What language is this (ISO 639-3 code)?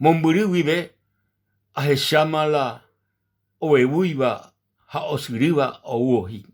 grn